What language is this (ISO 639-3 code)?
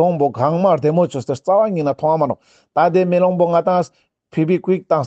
lbj